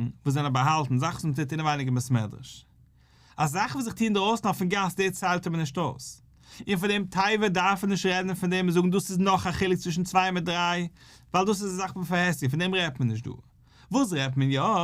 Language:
Yiddish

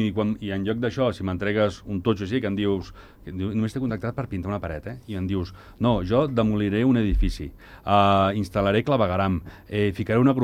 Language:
Catalan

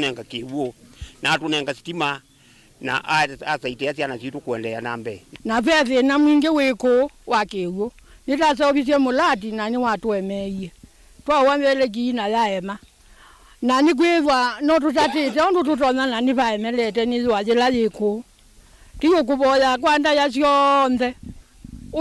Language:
Kamba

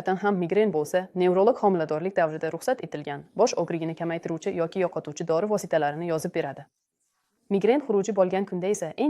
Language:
Uzbek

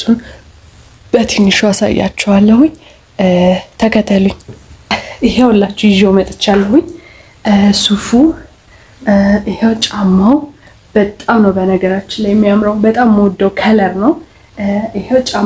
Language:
Amharic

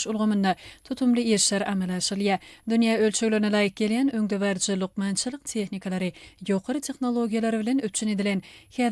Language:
Turkmen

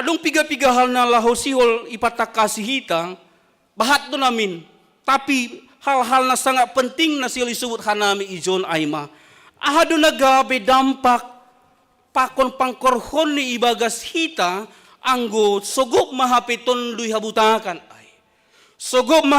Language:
Batak Simalungun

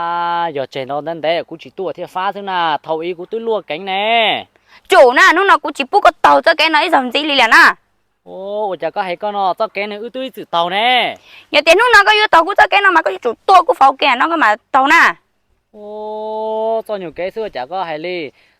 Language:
Hmong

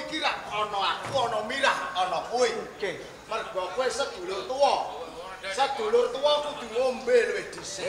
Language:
Javanese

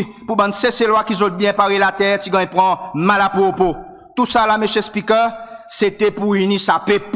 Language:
Seselwa Creole French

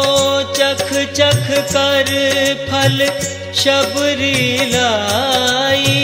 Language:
Hindi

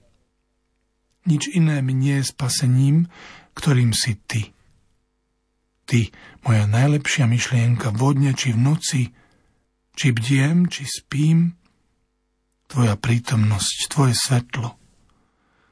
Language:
Slovak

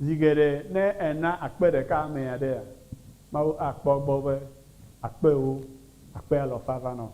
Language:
Ewe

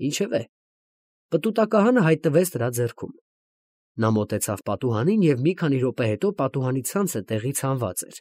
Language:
Armenian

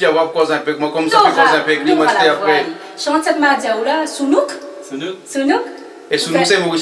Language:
Réunion Creole French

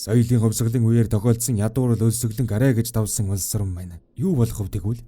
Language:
Mongolian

